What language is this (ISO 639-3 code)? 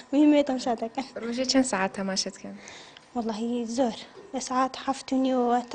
ckb